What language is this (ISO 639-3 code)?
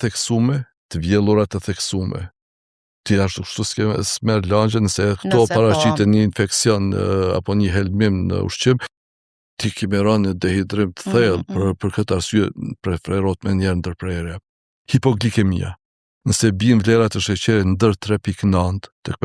sqi